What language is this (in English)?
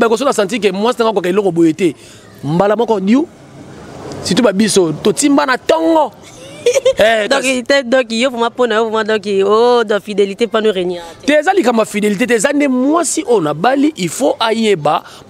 Lingala